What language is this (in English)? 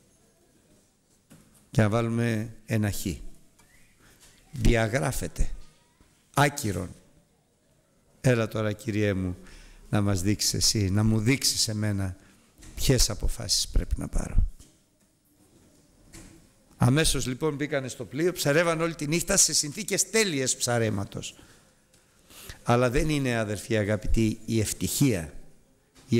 Greek